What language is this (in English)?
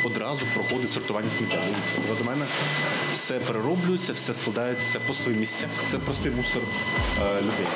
Ukrainian